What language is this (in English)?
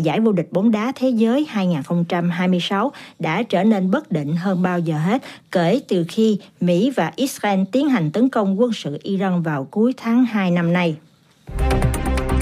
Vietnamese